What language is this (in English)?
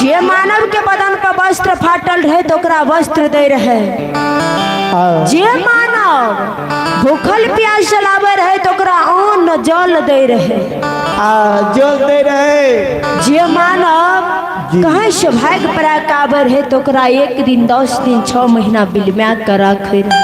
Maithili